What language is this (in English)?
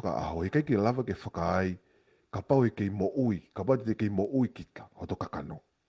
Tongan